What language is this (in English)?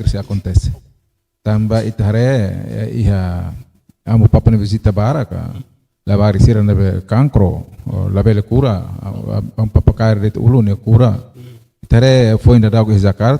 Tetum